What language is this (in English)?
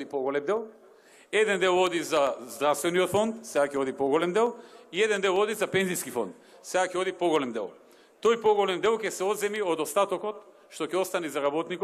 Macedonian